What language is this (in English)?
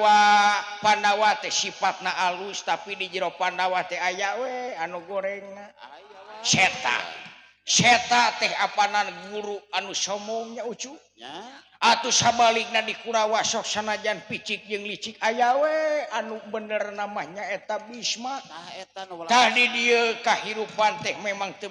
Sundanese